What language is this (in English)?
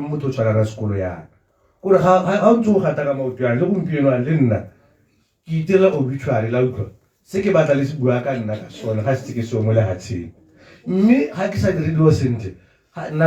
Tswana